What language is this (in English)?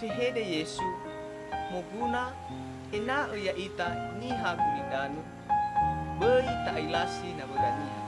Nias